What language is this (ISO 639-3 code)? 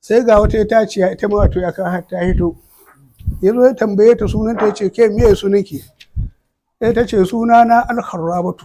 hau